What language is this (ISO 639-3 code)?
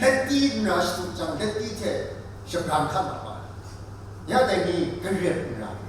kac